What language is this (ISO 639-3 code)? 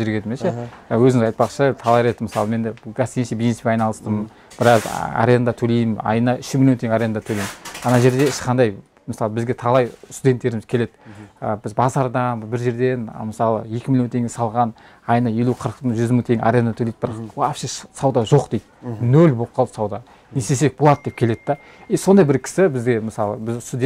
kaz